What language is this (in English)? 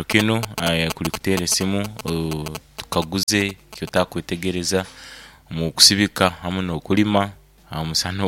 Nyankole